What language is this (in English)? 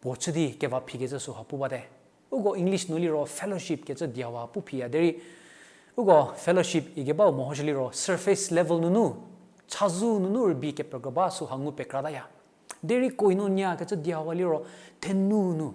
Angami Naga